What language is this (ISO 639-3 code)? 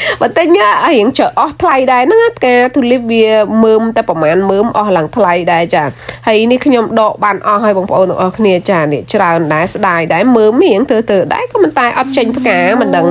khm